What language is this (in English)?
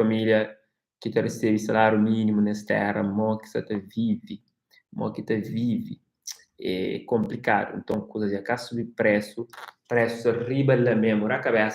Kabuverdianu